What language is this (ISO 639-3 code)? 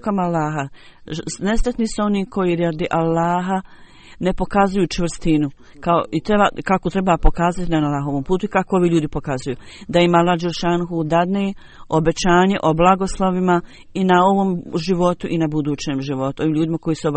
bos